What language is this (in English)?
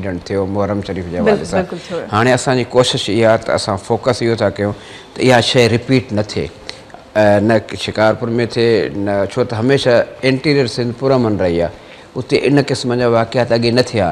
Sindhi